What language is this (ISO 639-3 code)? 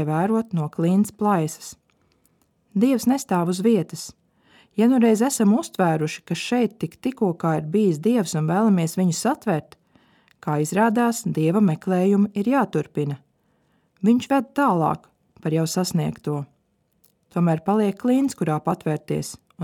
lav